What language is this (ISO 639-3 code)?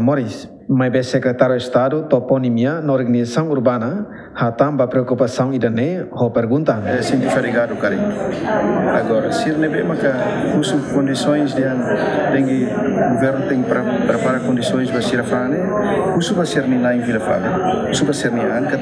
tet